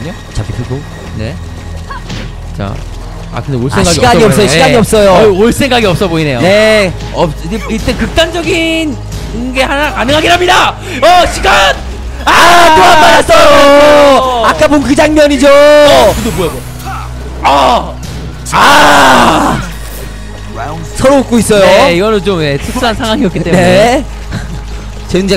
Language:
Korean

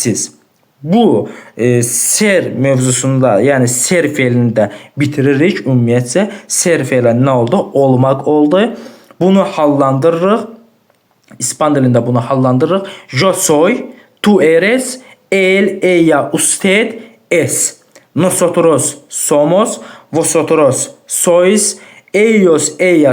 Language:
Azerbaijani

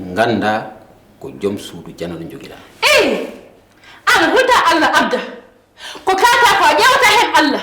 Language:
Fula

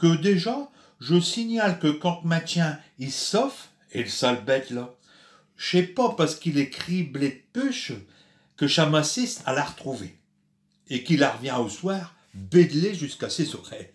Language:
Picard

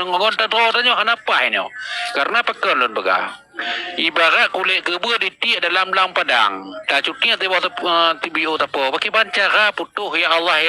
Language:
Achinese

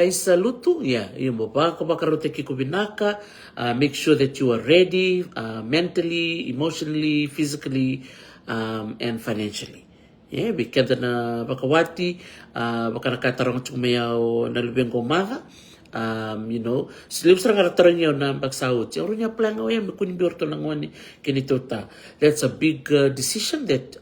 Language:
Fijian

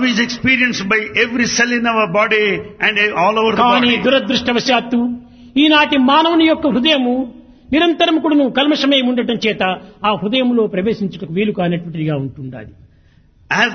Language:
Telugu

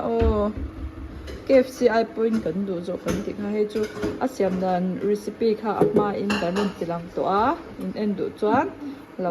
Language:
Mizo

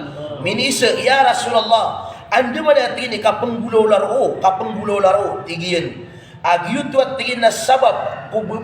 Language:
Maranao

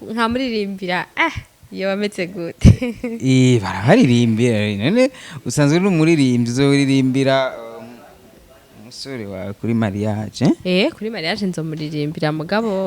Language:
Rundi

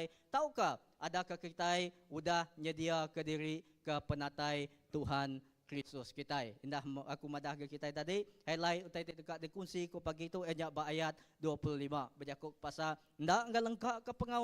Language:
Iban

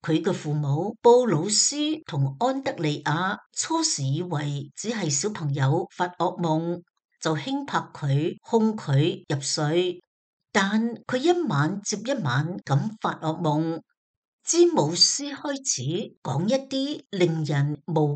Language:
Cantonese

